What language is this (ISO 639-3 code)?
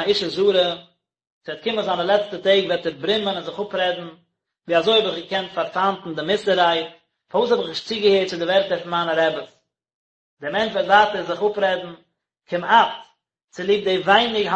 yid